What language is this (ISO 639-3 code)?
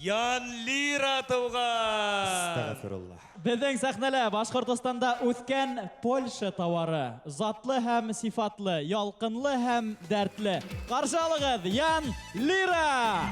bak